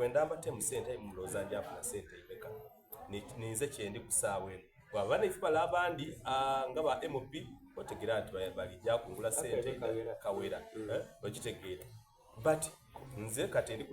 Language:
Soga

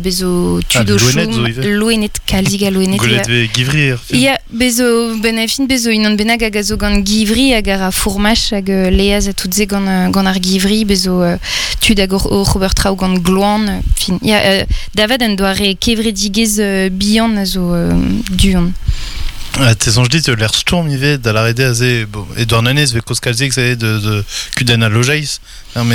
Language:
Breton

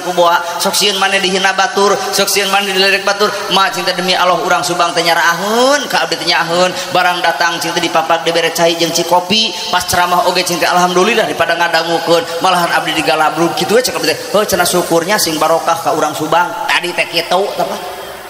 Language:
Sundanese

